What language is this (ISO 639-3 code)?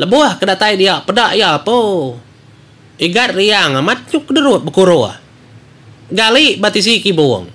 iba